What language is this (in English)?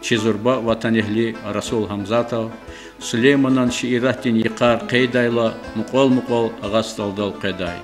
Lezghian